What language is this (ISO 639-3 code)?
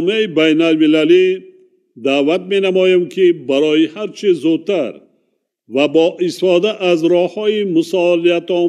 tgk